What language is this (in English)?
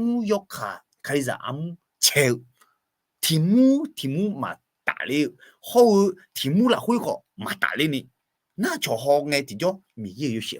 Akha